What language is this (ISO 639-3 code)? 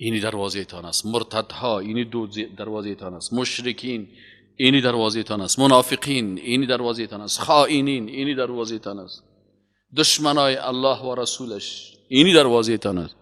fas